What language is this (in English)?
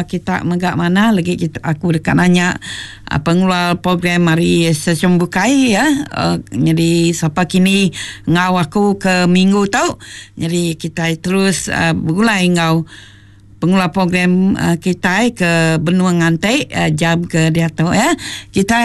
Iban